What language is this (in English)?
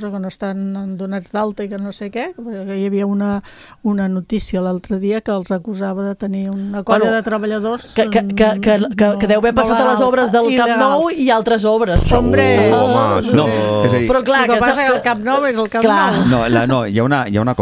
Catalan